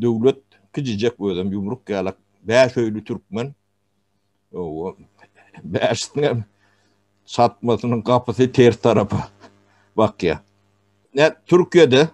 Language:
Turkmen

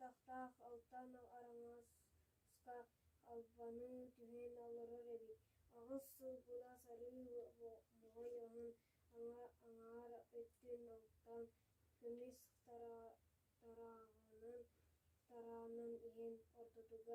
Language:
Yakut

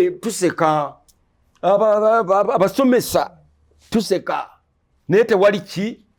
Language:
Ganda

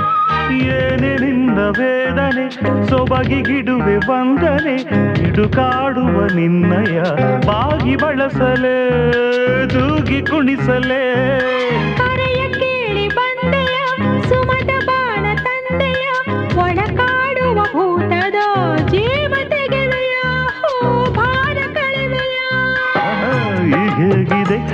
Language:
Kannada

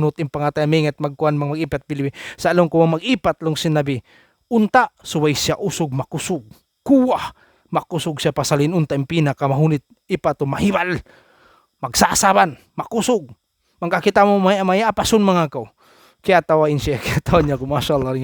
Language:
Tausug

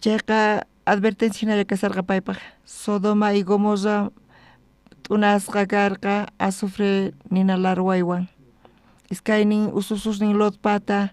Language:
South Bolivian Quechua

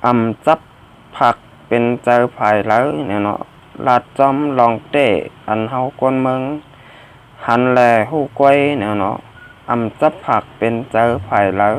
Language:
Shan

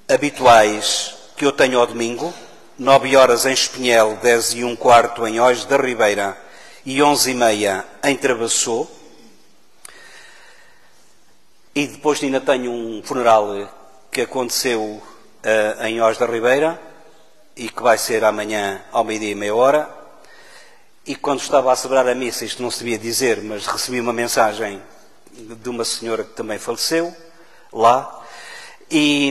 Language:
Portuguese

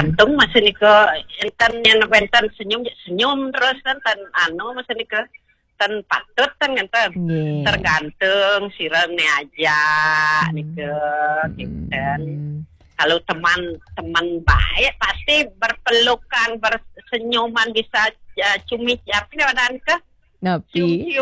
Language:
Balinese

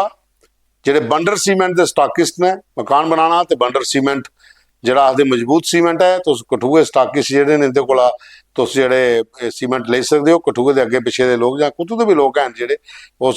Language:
Dogri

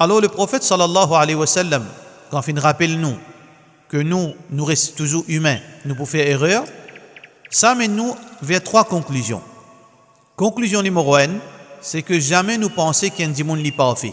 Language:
Morisyen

